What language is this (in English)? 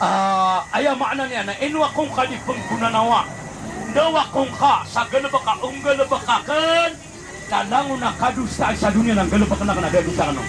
Maranao